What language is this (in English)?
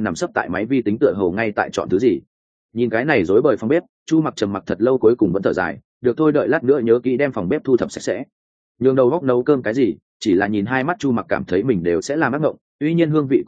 Vietnamese